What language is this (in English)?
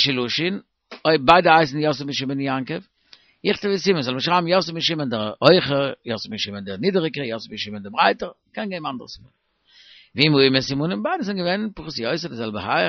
Yiddish